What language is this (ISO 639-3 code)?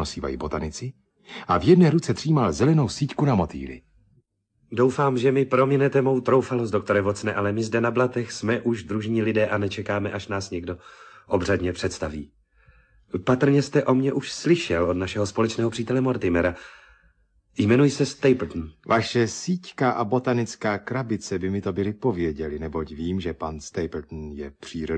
ces